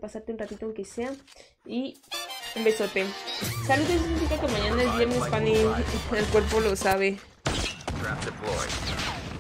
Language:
Spanish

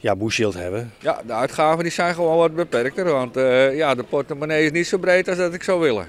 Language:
Western Frisian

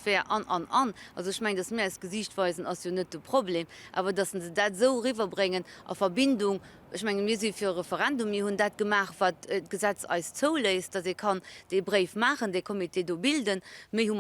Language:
Luxembourgish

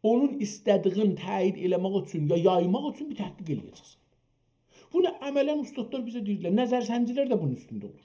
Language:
South Azerbaijani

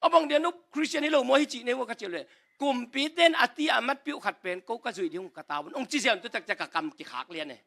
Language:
Tedim Chin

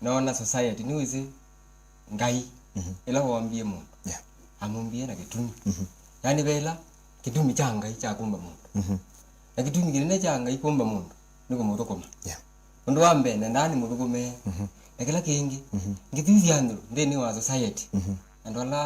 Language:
Kamba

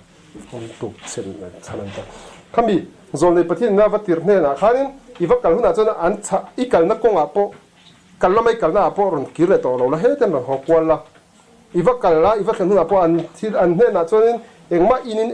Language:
Mizo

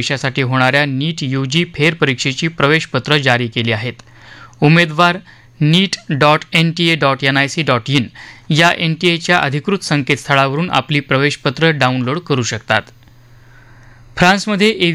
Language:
Marathi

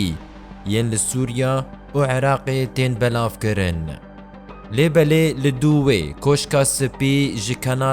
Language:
Kurdish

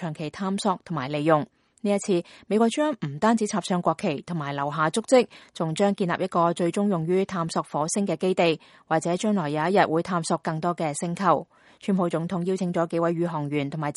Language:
Cantonese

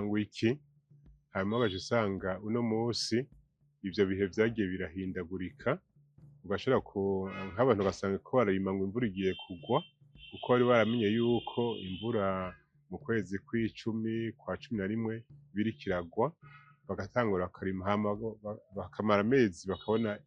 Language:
Rundi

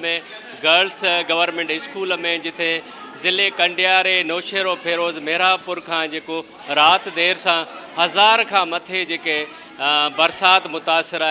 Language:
Sindhi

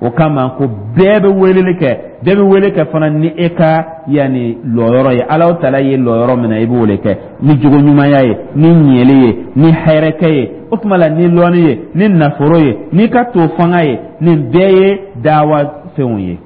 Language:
Dyula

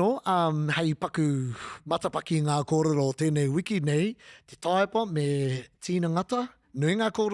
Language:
Māori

